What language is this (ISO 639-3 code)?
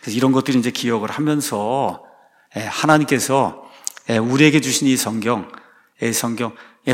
kor